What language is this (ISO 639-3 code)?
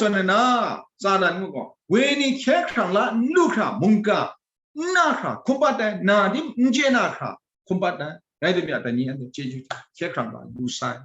kac